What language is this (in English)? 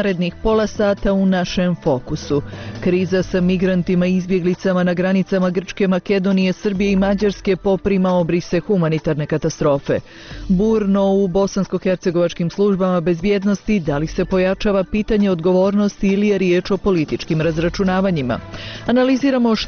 Bosnian